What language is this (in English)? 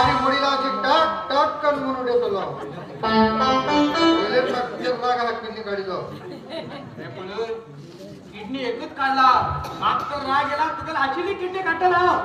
Konkani